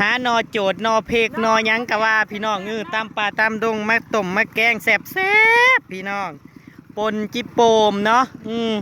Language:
Northeastern Thai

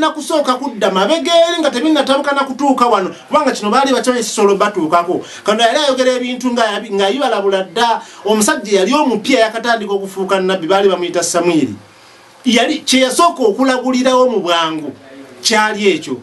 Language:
Ganda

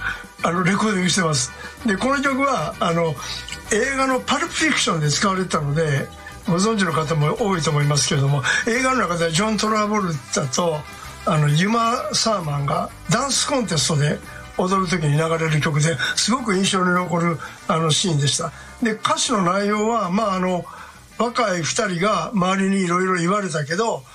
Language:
Japanese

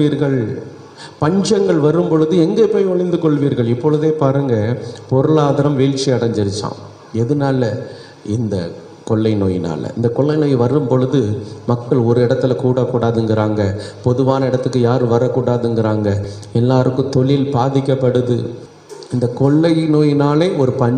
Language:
Tamil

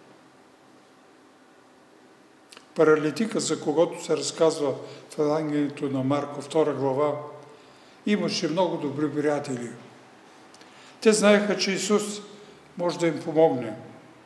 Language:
Bulgarian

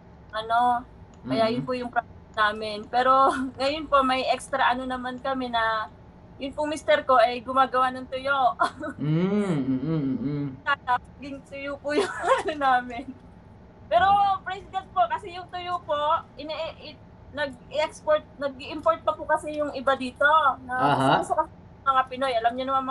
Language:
Filipino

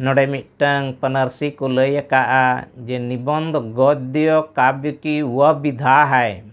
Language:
Santali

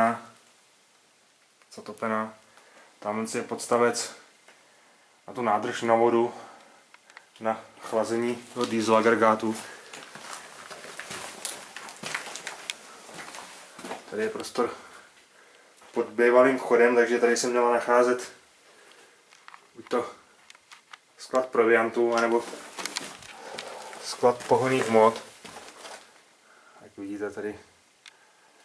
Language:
Czech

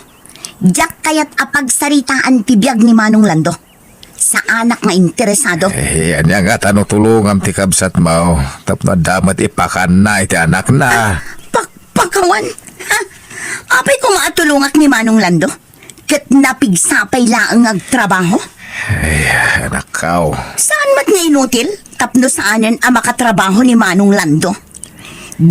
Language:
Iloko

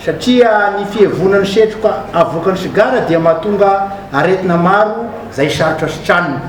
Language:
Malagasy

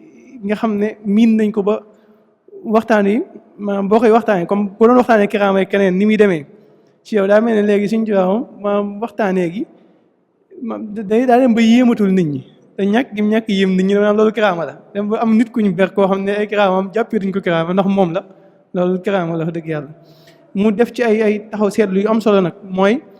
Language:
Wolof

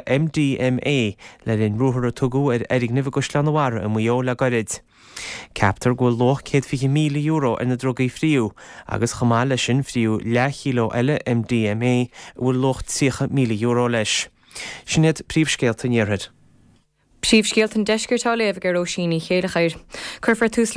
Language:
Irish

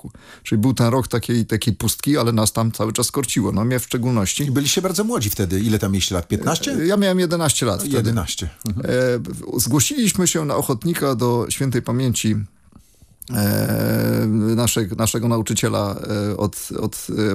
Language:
Polish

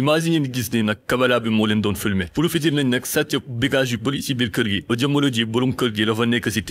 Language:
Wolof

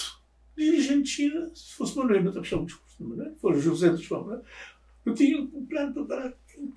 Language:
Kabuverdianu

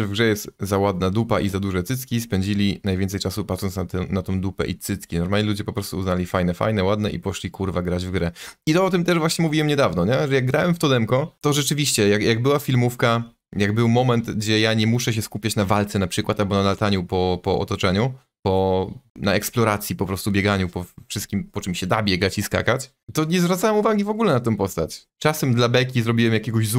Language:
Polish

